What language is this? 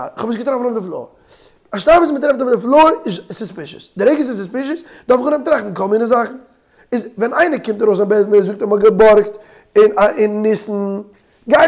Yiddish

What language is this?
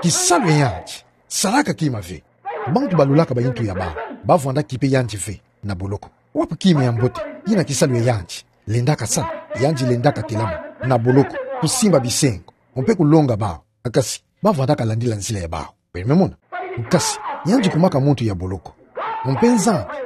Kituba (Democratic Republic of Congo)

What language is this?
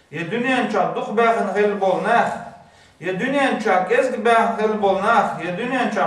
Chechen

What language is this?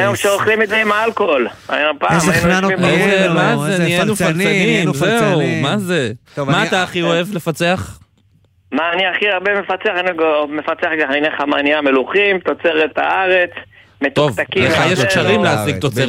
Hebrew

